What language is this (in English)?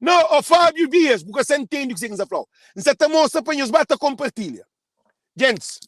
Kabuverdianu